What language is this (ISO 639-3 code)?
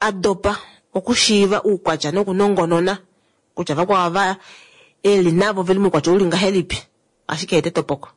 kua